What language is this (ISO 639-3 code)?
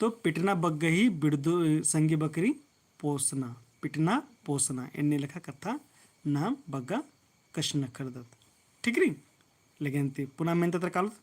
kru